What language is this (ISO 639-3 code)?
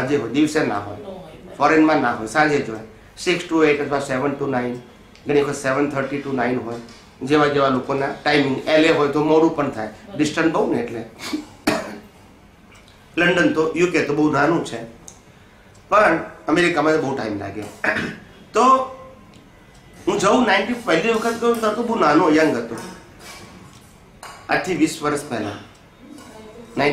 guj